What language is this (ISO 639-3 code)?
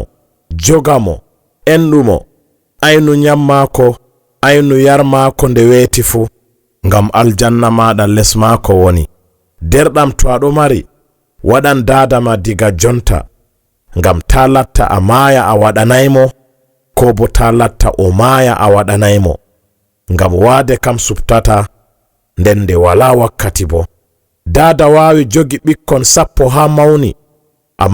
ful